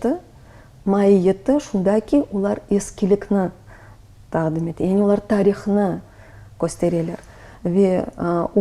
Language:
Crimean Tatar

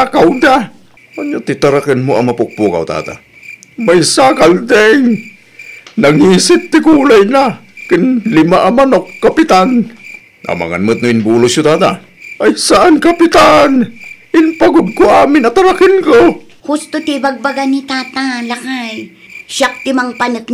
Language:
Iloko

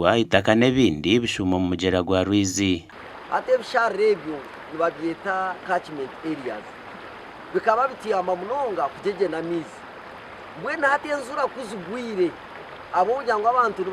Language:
Nyankole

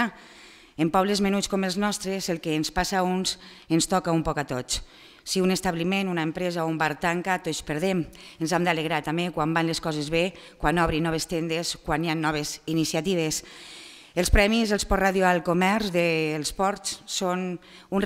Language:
Catalan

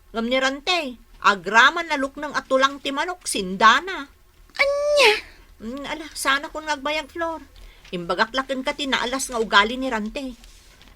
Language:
Iloko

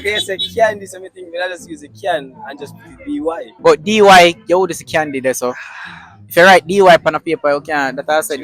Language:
Jamaican Creole English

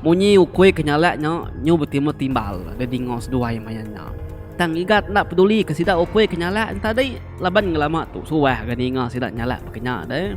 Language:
Iban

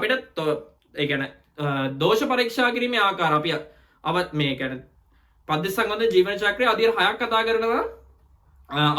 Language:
Sinhala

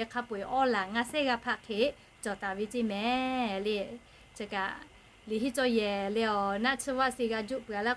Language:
Lahu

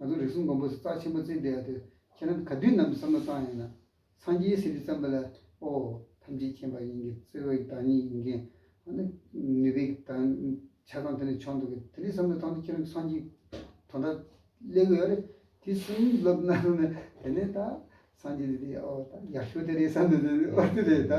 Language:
Tibetan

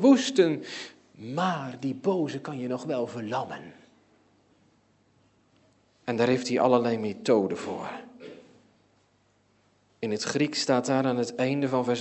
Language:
Dutch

